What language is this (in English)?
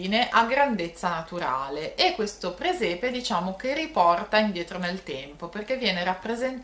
Italian